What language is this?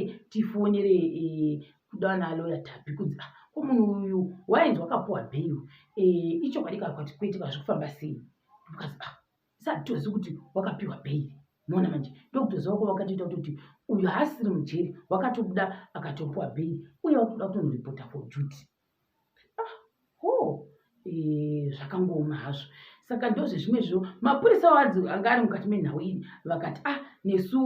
Shona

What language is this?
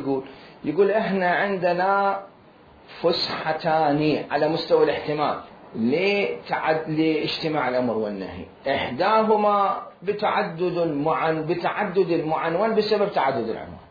Mesopotamian Arabic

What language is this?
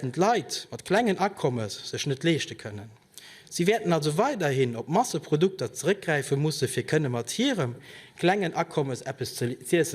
Luxembourgish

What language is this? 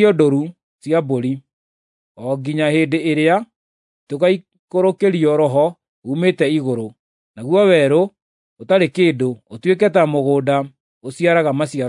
Kikuyu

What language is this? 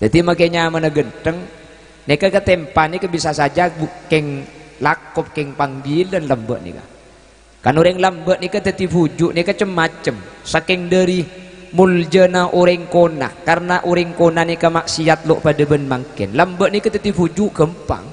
Madurese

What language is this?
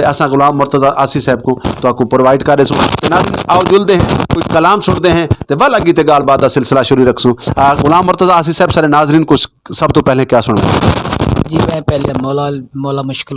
Saraiki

